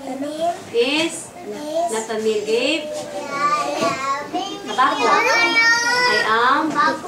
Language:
Cebuano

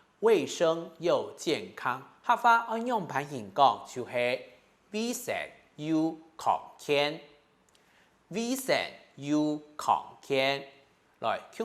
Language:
Hakka Chinese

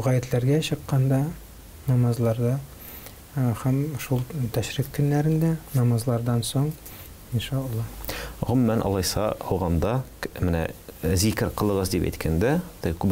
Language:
Tatar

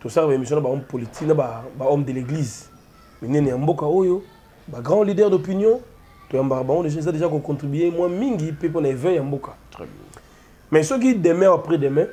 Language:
Lingala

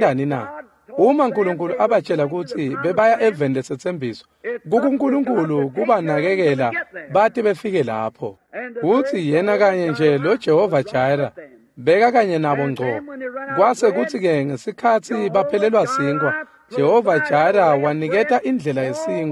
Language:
Swati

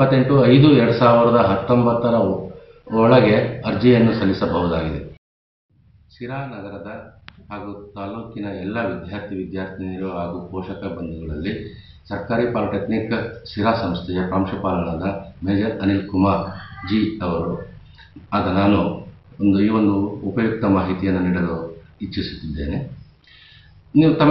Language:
Kannada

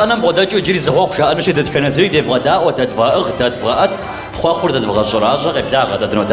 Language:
Kabardian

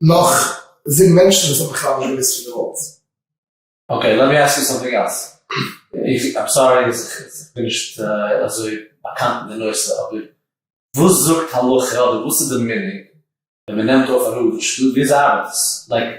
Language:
Yiddish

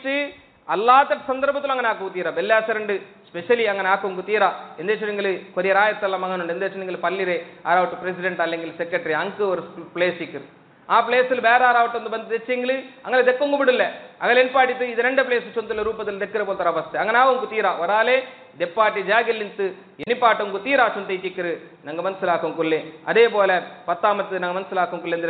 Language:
Malayalam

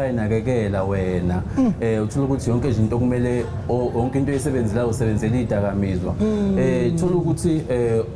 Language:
Zulu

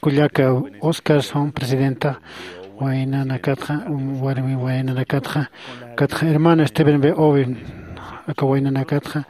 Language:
Aymara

